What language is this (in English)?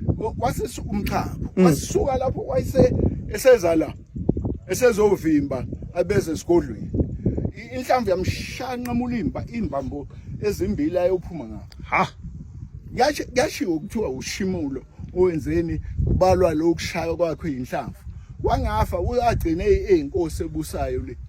Zulu